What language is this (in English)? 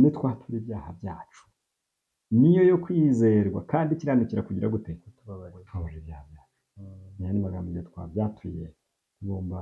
Kinyarwanda